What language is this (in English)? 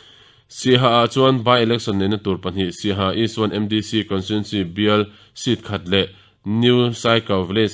Mizo